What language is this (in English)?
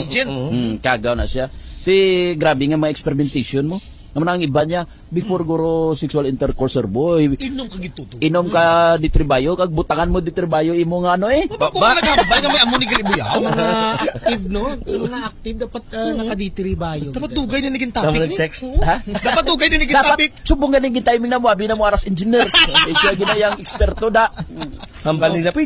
Hiligaynon